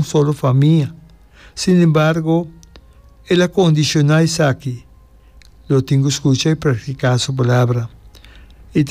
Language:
Papiamento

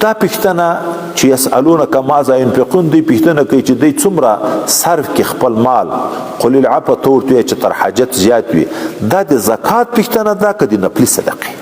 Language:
Pashto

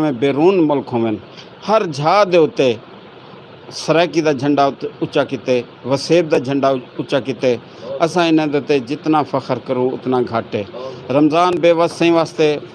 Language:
Saraiki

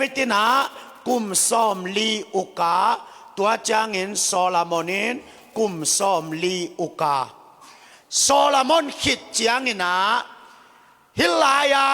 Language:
Tedim Chin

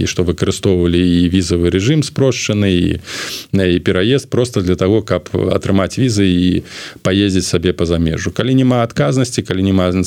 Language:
Belarusian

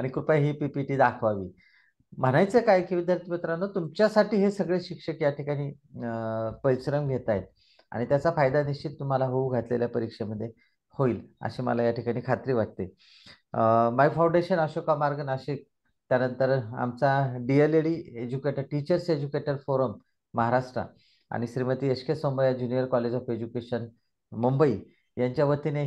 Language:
Marathi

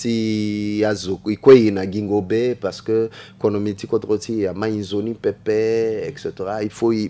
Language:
Sango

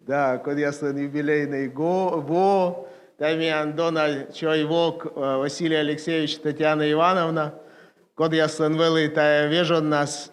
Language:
Komi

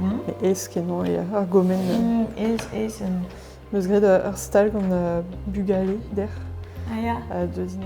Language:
Breton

